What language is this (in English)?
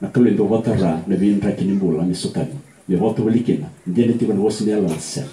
Fijian